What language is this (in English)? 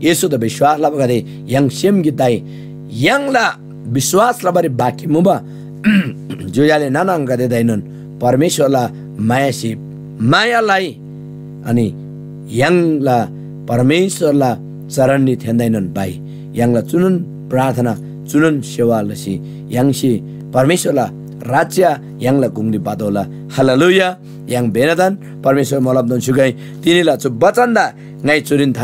Eastern Tamang